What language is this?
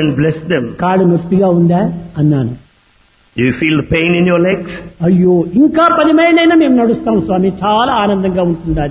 Telugu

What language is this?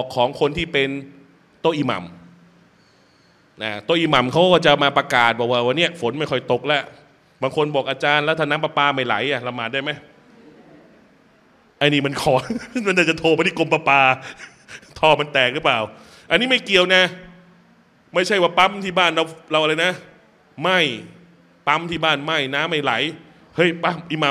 Thai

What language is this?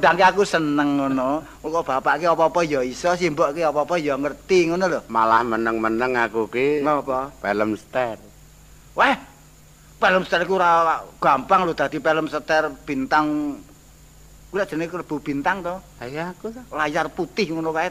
Javanese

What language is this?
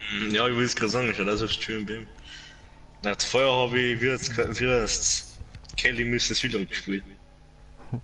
Bavarian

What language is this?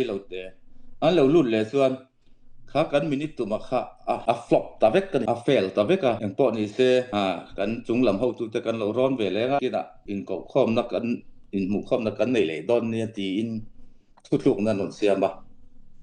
Falam Chin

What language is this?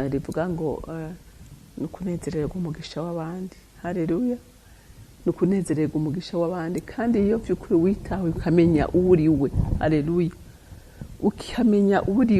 Rundi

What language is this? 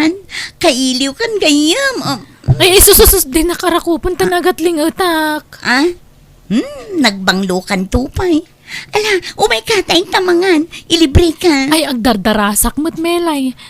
Iloko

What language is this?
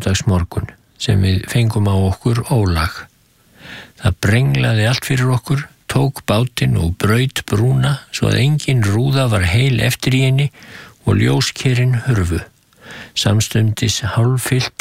Icelandic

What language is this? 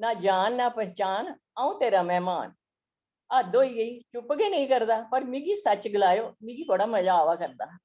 Dogri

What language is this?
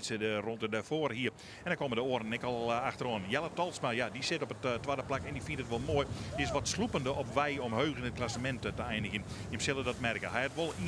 Western Frisian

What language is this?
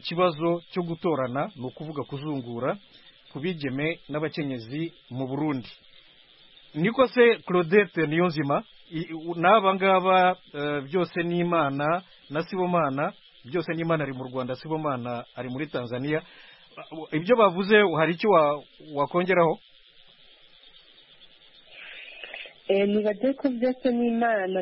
Kinyarwanda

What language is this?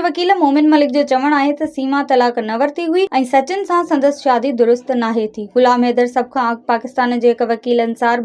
Sindhi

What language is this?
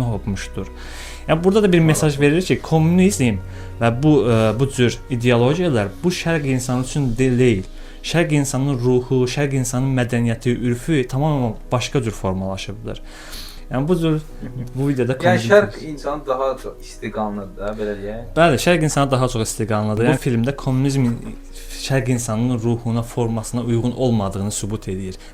Azerbaijani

